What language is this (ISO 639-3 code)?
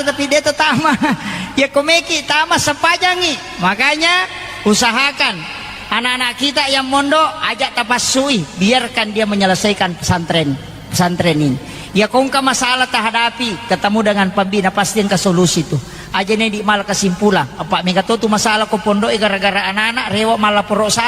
bug